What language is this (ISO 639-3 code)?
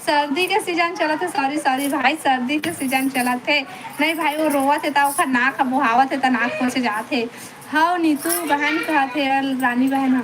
hne